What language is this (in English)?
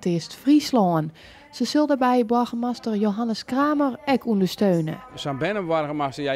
Western Frisian